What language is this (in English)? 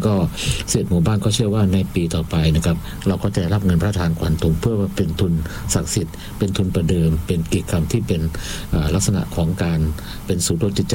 Thai